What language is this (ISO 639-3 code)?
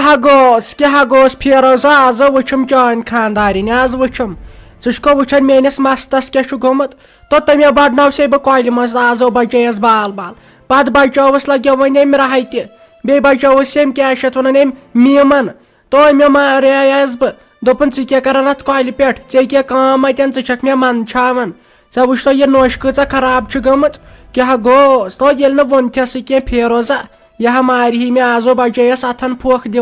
kas